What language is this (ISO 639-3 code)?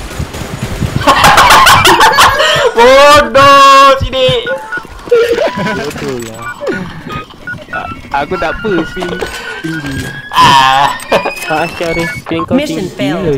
msa